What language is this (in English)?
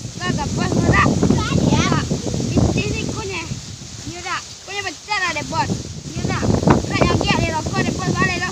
Minangkabau